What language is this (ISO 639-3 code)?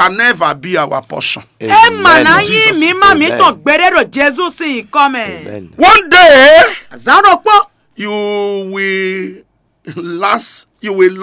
fon